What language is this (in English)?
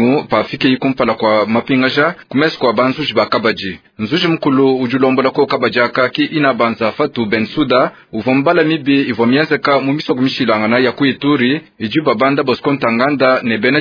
Luba-Lulua